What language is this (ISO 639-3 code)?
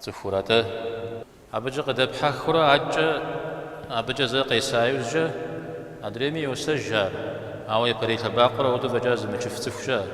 kbd